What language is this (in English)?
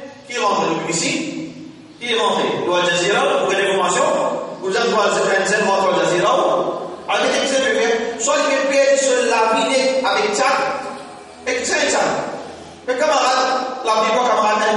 Morisyen